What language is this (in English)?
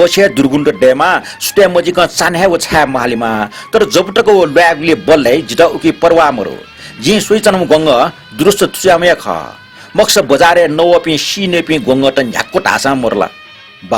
Newari